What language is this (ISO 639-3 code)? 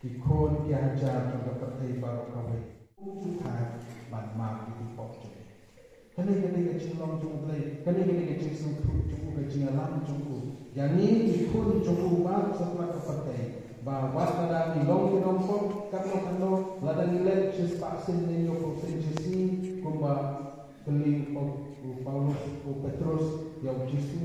kha